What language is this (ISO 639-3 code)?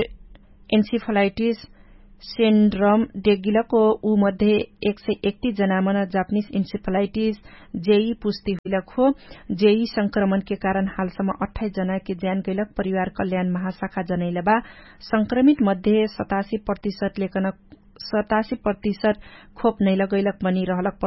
thl